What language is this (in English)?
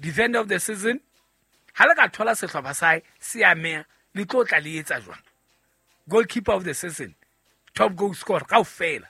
Southern Sotho